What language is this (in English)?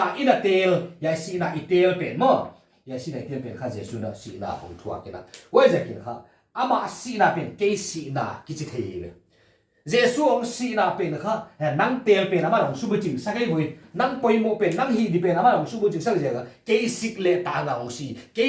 Paite Chin